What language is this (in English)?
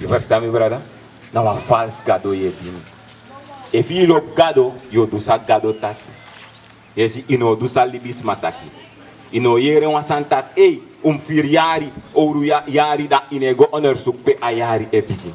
Sranan Tongo